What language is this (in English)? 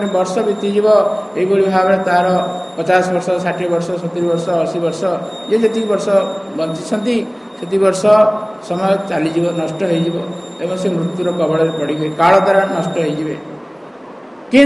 Odia